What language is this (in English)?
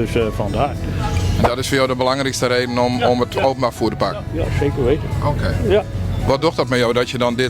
Western Frisian